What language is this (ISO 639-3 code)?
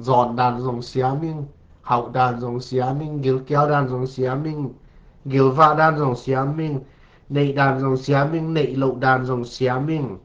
ctd